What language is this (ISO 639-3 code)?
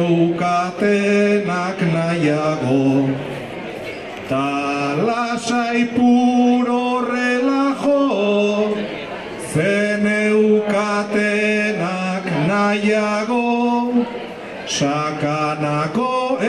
eus